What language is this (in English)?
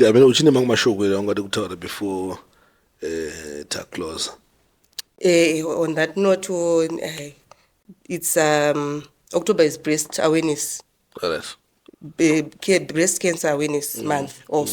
Shona